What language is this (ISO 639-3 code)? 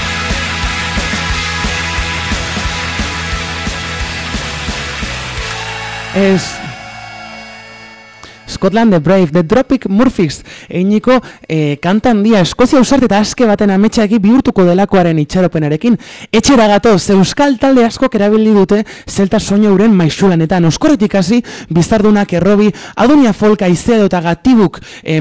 eus